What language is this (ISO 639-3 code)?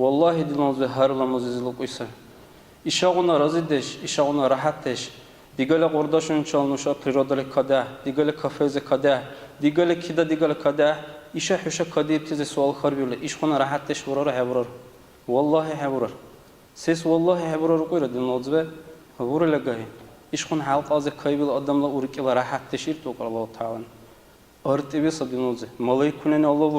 dar